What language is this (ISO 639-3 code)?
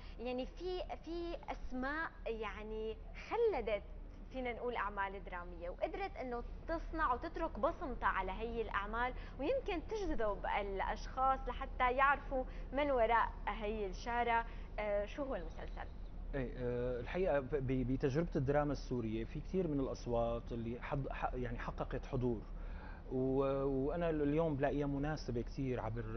apc